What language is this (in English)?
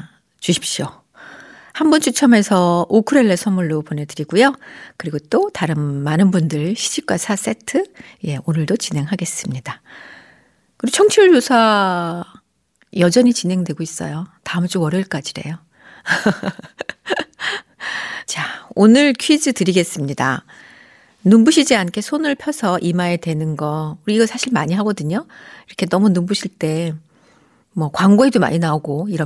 Korean